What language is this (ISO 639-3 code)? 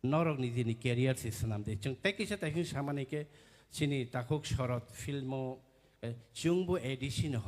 trp